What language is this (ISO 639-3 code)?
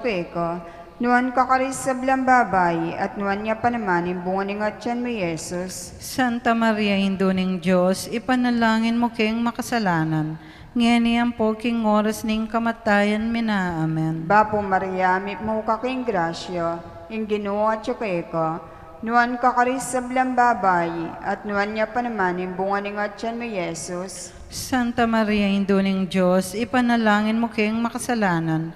pam